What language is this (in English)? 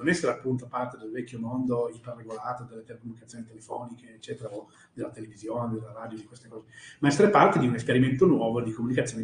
Italian